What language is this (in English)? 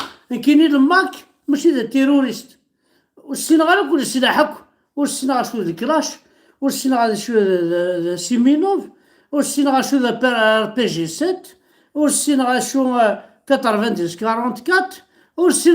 Kabyle